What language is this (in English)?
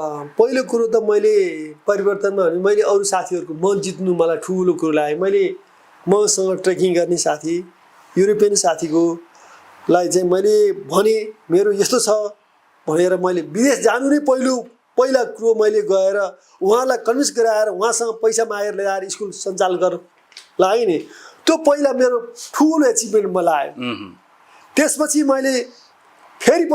Nepali